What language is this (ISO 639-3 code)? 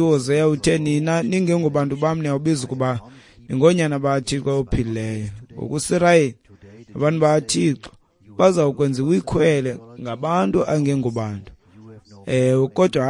xho